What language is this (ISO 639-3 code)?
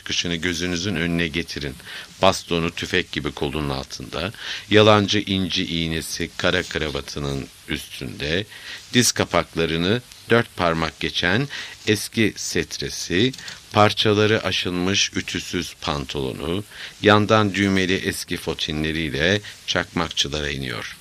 tur